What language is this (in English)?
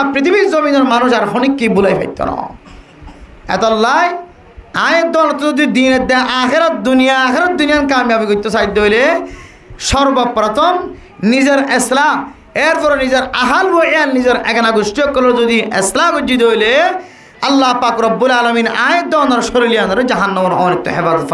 Rohingya